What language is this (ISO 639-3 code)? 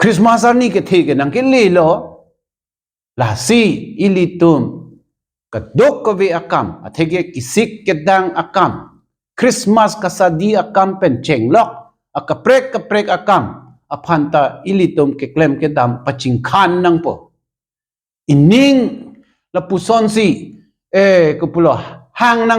mjw